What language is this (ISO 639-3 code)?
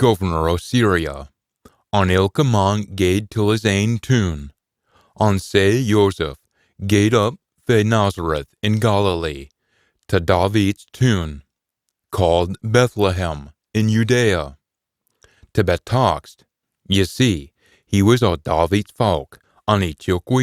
sco